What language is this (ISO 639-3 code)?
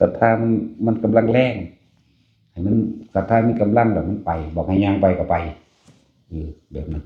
tts